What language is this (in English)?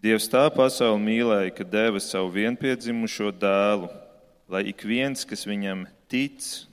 Latvian